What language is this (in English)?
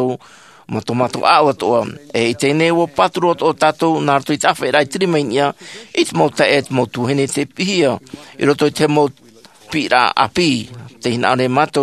Tahitian